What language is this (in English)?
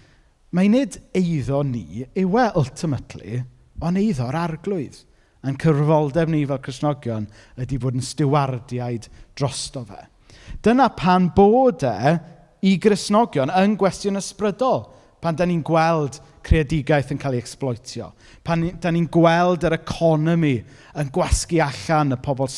Welsh